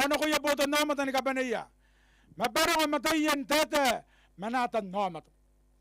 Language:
Gilbertese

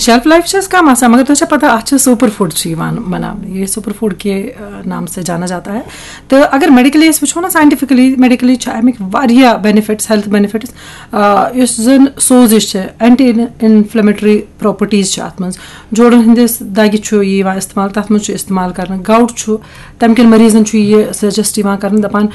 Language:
Kashmiri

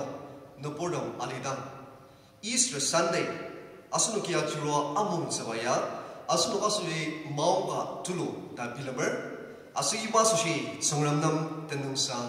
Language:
Ao Naga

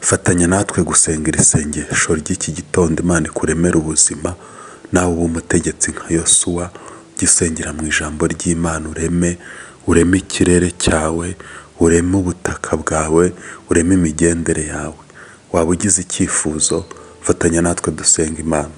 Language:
Kinyarwanda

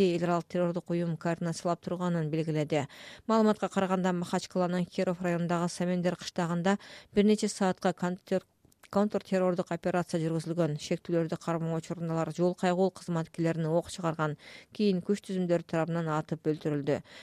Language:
Kyrgyz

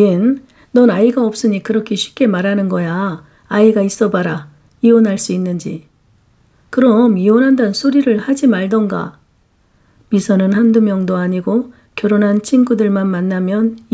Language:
Korean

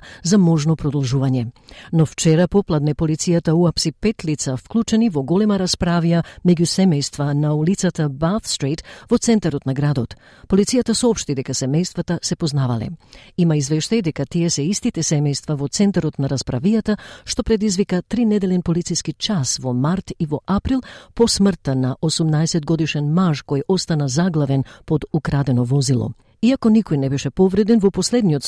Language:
Macedonian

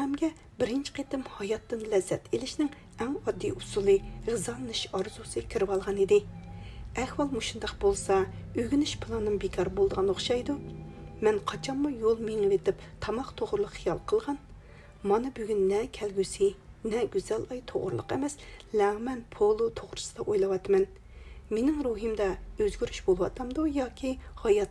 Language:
Uyghur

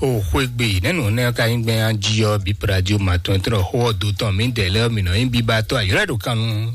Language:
Fon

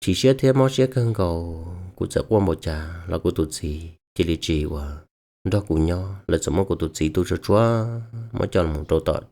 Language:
Hmong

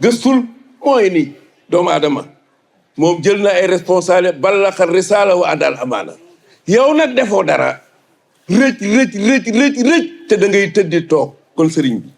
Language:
Wolof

